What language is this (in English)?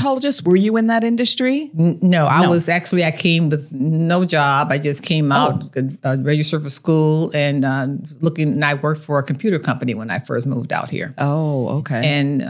English